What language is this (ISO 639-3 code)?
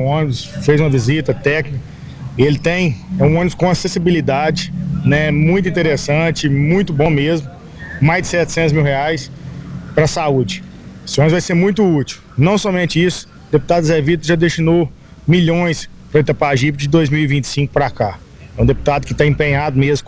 por